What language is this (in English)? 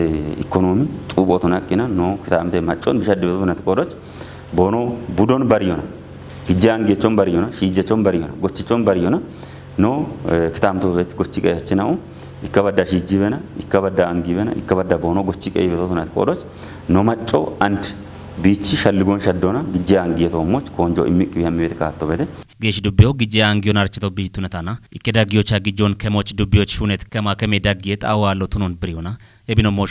Kafa